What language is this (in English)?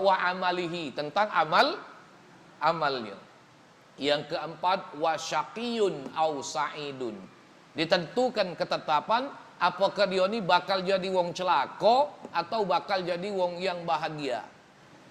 Musi